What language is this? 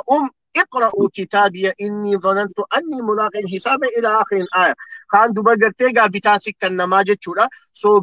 Oromo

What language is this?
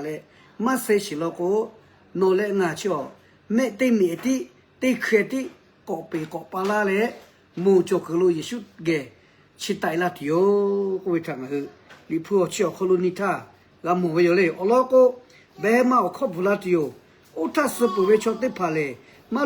Lahu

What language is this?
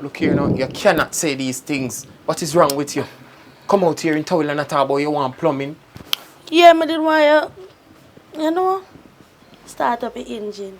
Jamaican Creole English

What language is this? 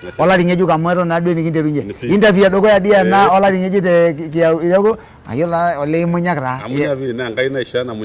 Masai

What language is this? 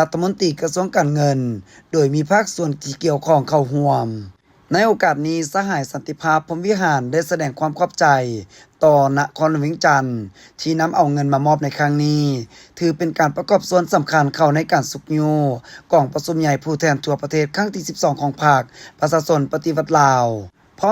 Lao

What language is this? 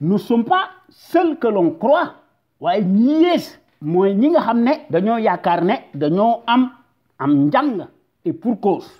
Wolof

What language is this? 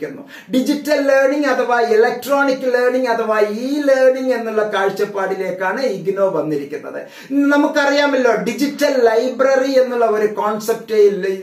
Malayalam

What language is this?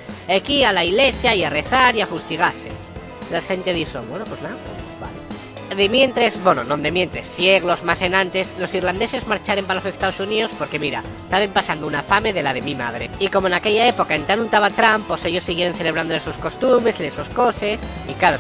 Asturian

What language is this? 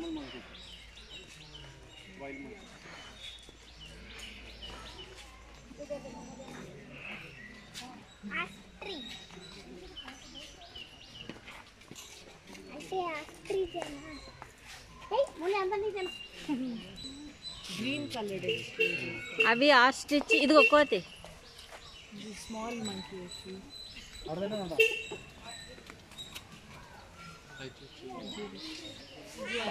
Telugu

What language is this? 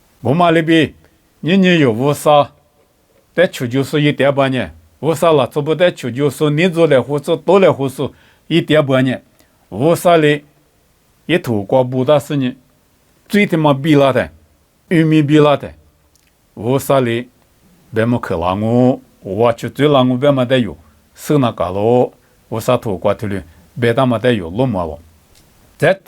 Lisu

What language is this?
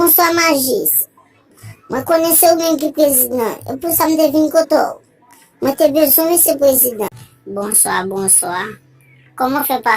Haitian Creole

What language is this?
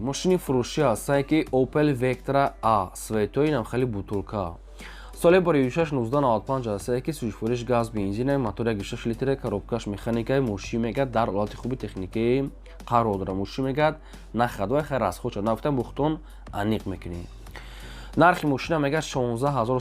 Tajik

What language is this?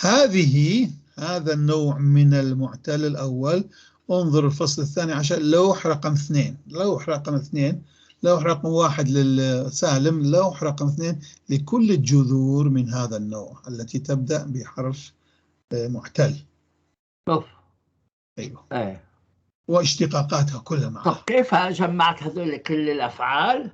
North Levantine Arabic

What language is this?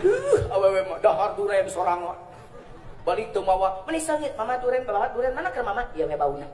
Sundanese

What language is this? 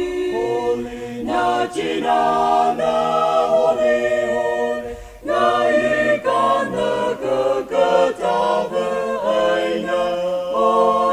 Tangkhul Naga (India)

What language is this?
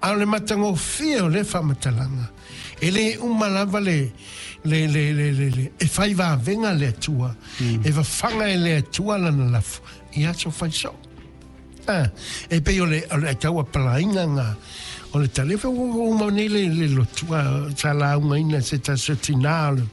Samoan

